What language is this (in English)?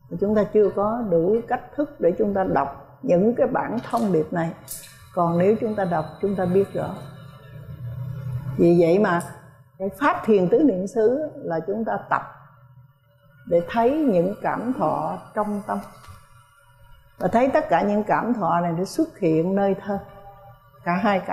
Vietnamese